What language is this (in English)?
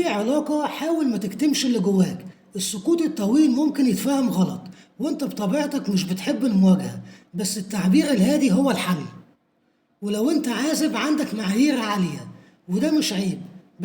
Egyptian Arabic